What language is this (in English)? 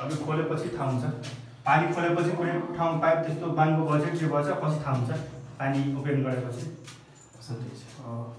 Nepali